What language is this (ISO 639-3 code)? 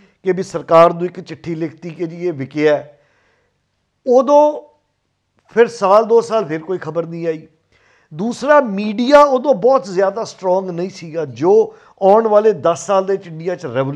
pan